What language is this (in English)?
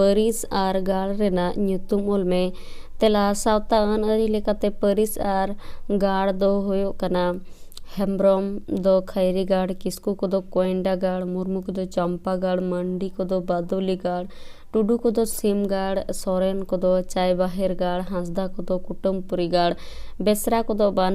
Santali